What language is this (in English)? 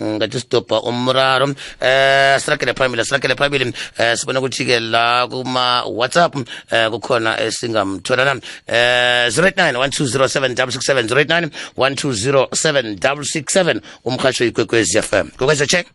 South Ndebele